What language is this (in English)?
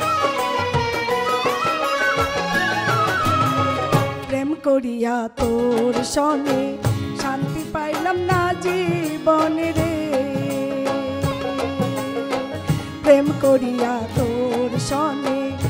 Bangla